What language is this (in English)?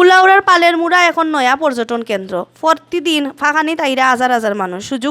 Sylheti